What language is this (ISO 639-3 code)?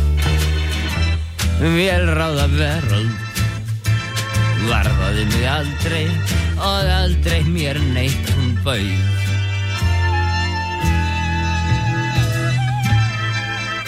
isl